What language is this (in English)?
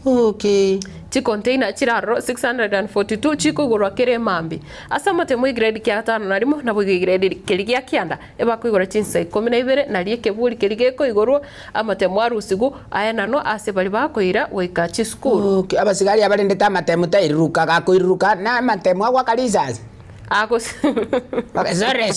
Gusii